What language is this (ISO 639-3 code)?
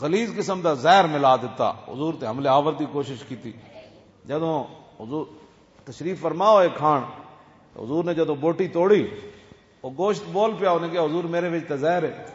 lah